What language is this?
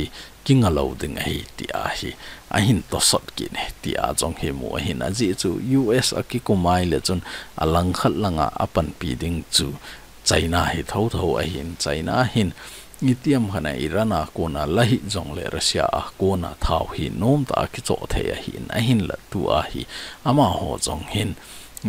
Thado Chin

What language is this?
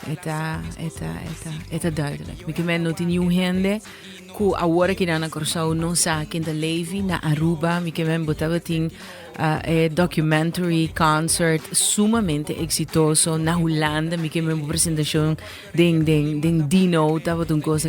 Papiamento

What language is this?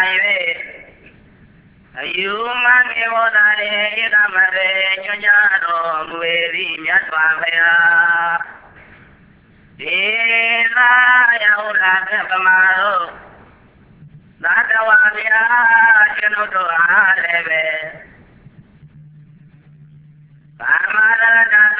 Burmese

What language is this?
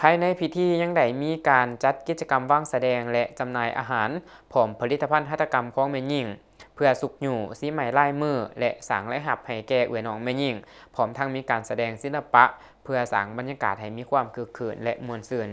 Lao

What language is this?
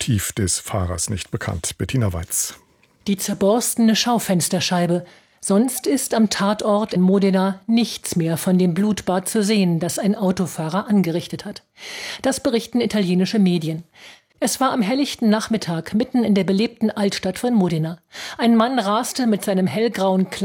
German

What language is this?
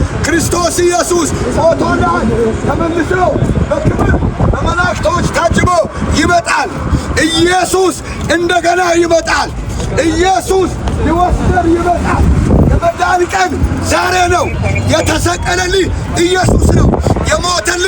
Amharic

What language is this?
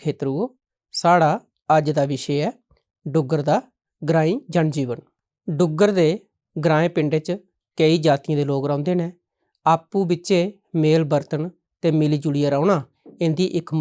Dogri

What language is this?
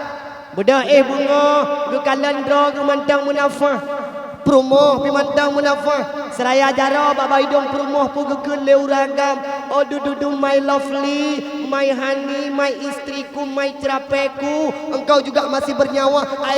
Achinese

